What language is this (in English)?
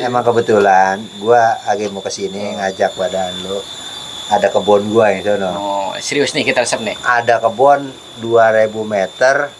Betawi